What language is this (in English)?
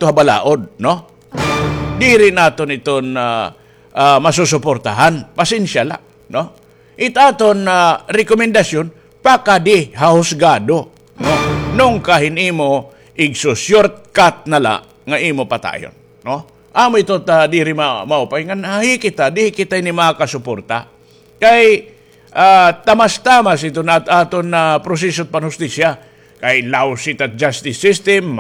Waray